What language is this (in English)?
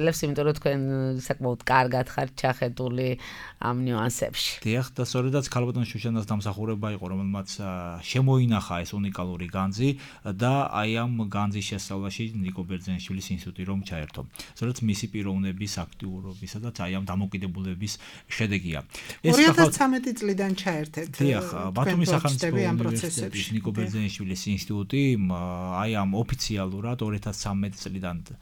Georgian